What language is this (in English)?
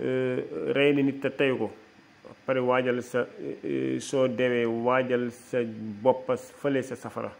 Wolof